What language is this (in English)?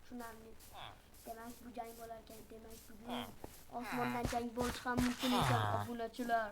Uzbek